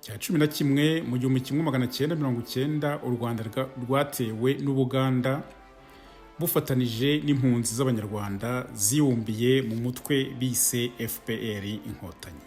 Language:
Kinyarwanda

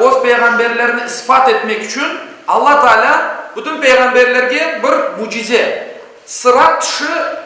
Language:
Crimean Tatar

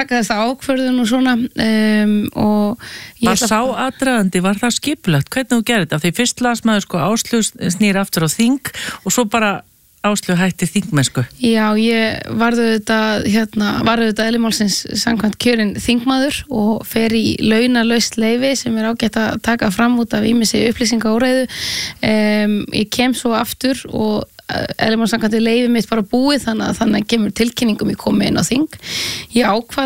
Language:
Icelandic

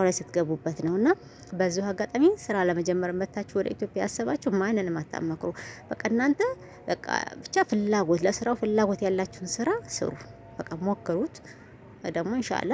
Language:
Amharic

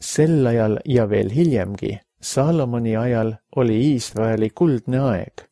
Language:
Estonian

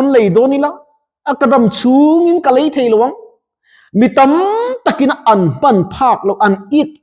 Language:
Mizo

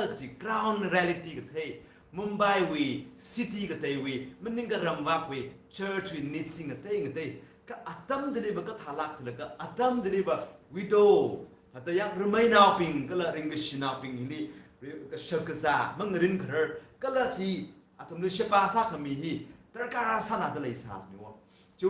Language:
Tangkhul Naga (India)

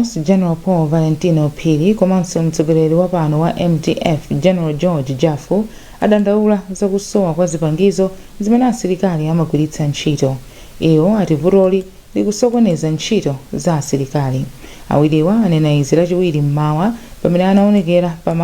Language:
Nyanja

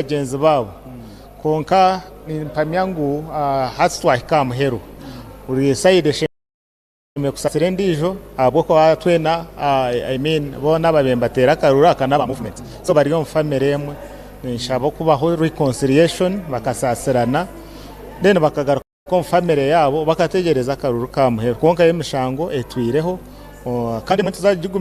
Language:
Nyankole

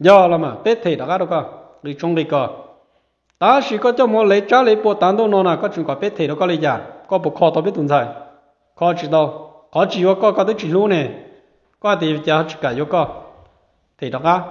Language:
Hmong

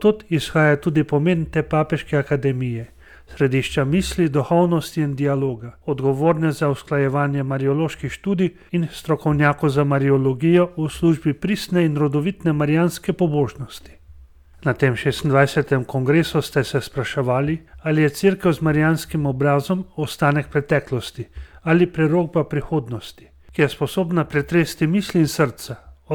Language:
Slovenian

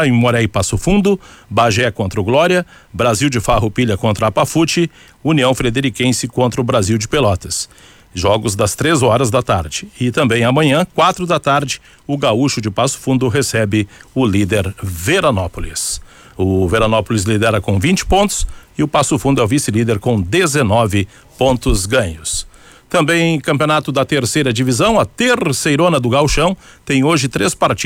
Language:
Portuguese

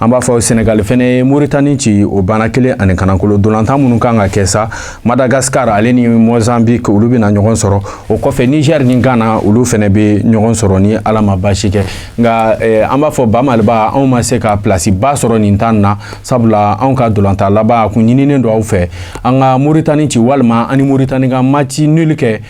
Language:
Bambara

